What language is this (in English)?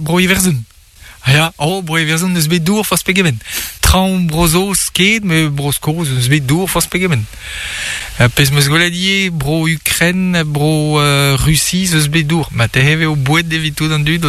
Breton